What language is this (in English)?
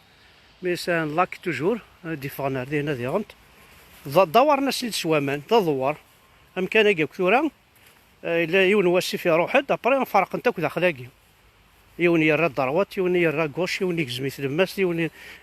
Kabyle